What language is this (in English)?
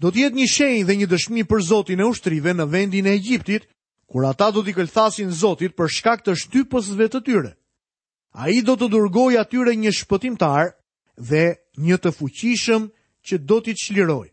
Albanian